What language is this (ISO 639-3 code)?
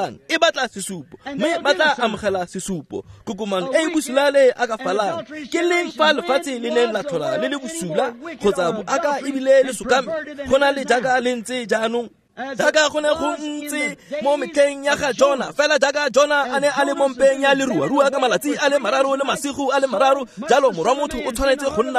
tsn